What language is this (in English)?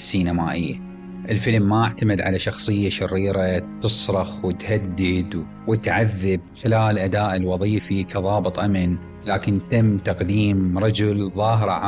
Mesopotamian Arabic